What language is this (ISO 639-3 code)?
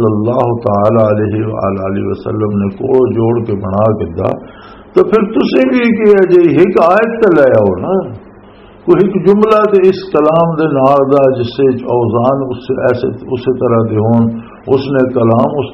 lah